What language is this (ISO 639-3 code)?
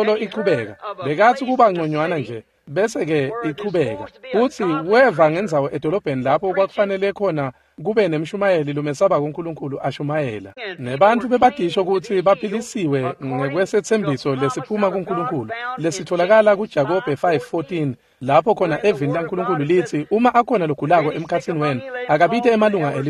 ssw